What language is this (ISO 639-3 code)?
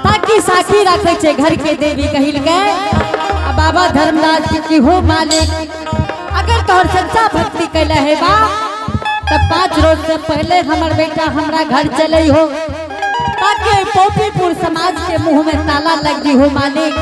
anp